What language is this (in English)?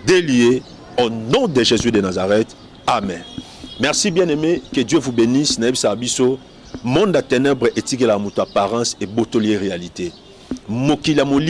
Lingala